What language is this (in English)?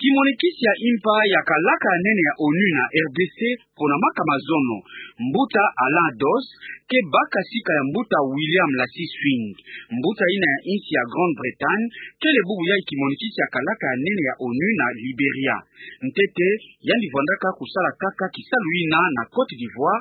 Kituba (Democratic Republic of Congo)